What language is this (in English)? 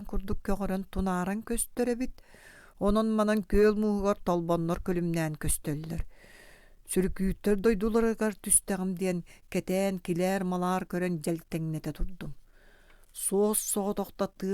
Yakut